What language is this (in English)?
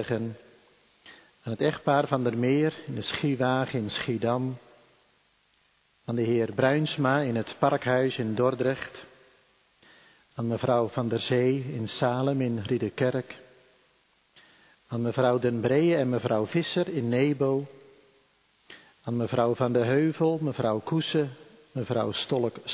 Dutch